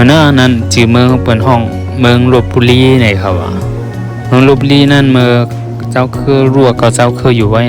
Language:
Shan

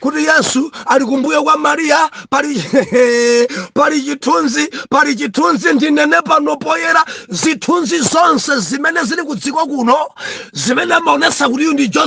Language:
Nyanja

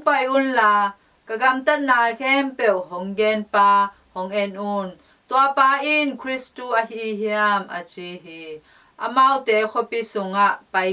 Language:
Tedim Chin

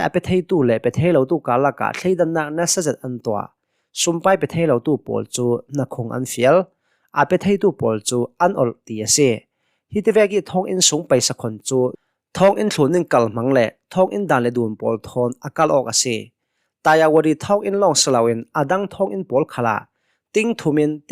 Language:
Hakha Chin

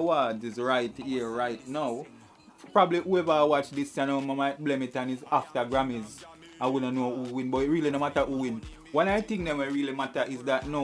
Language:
Jamaican Creole English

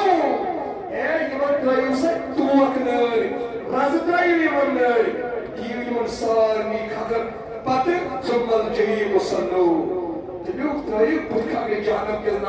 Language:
Kashmiri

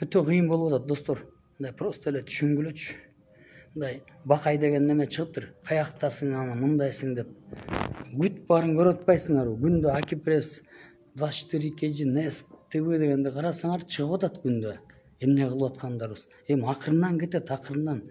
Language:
Kyrgyz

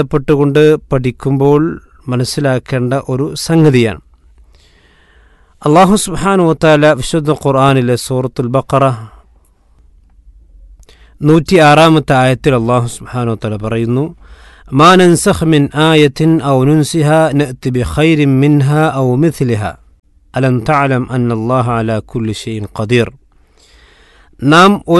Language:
Malayalam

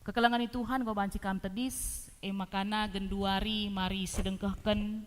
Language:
Batak Karo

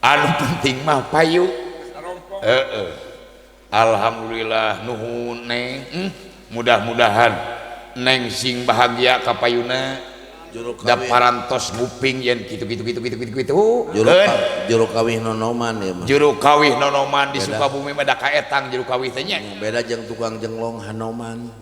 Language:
Sundanese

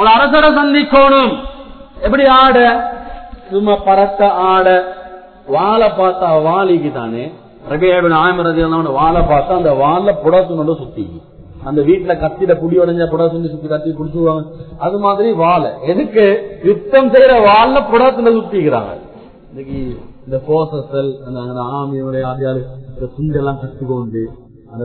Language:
Tamil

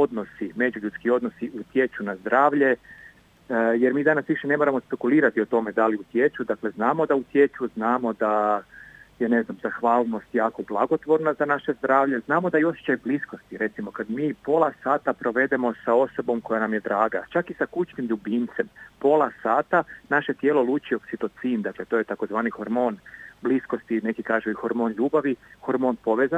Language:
Croatian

